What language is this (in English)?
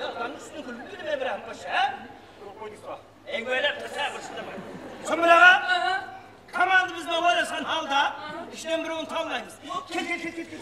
Kara-Kalpak